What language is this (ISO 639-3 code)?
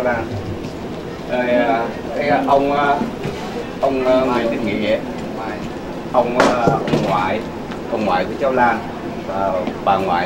vie